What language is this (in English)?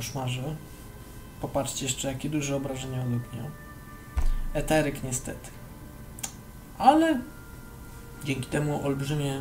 Polish